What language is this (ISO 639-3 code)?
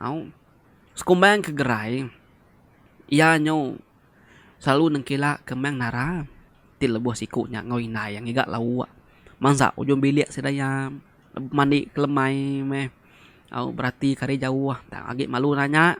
iba